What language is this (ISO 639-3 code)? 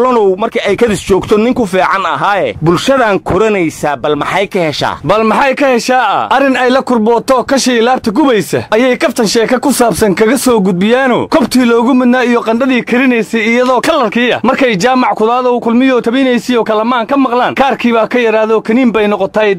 som